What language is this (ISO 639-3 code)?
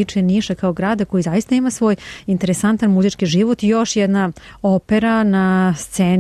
srp